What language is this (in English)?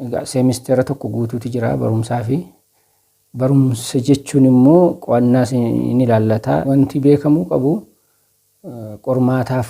Oromo